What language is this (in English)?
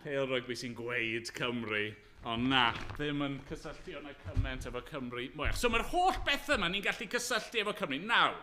Welsh